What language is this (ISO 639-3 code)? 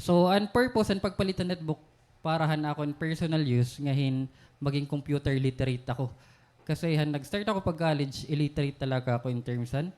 war